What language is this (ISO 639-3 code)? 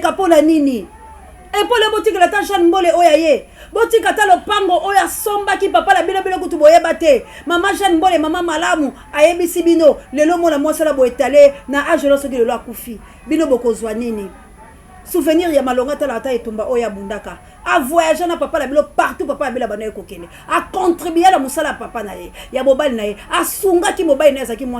lin